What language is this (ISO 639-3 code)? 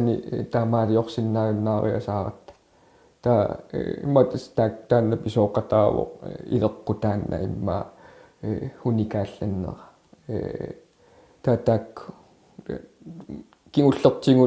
kal